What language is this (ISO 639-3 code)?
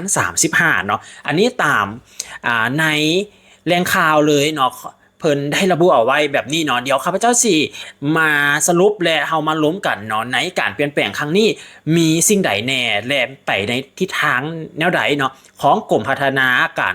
lao